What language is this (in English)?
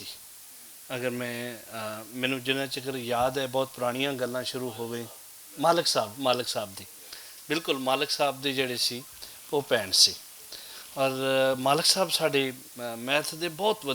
Western Panjabi